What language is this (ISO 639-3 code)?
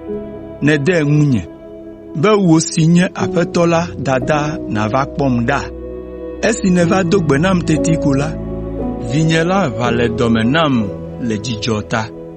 ewe